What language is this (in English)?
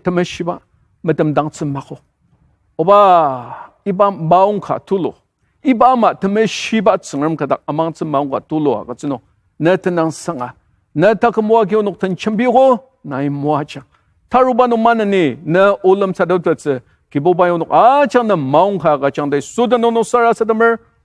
Ao Naga